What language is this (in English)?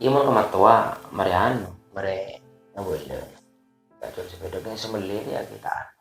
Madurese